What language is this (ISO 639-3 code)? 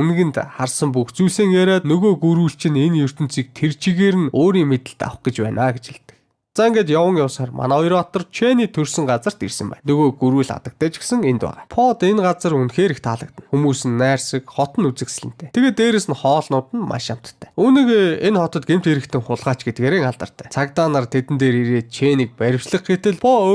mon